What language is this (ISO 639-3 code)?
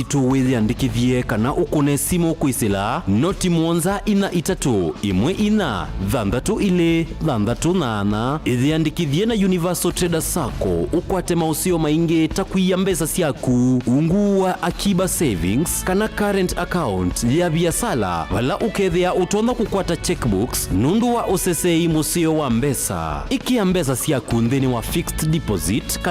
kam